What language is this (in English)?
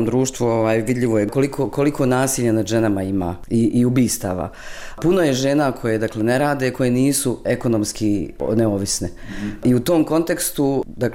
Bosnian